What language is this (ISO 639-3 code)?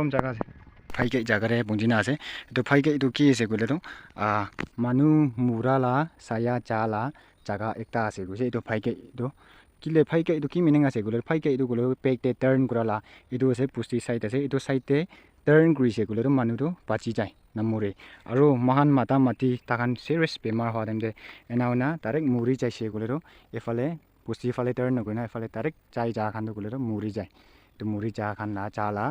nag